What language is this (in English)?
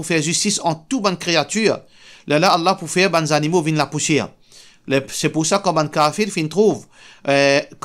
Morisyen